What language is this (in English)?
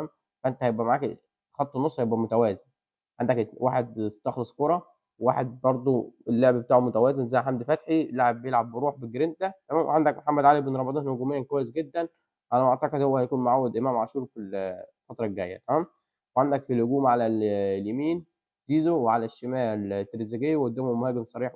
Egyptian Arabic